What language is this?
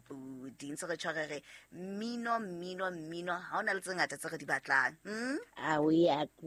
Southern Sotho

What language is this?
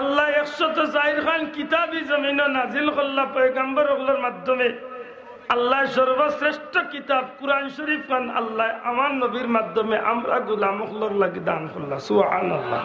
Sylheti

